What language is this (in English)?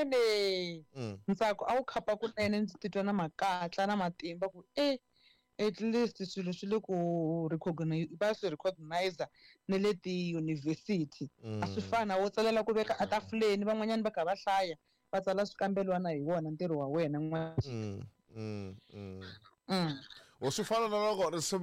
Tsonga